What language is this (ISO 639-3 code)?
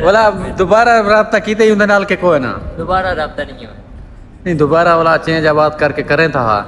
skr